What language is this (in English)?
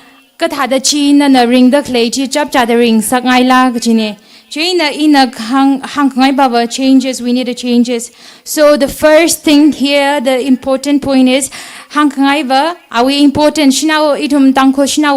Tangkhul Naga (India)